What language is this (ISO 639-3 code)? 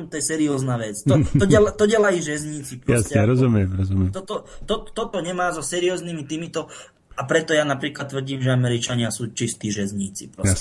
slk